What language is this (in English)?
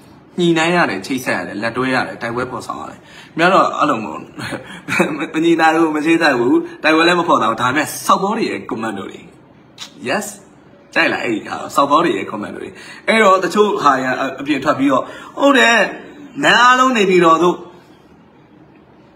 Burmese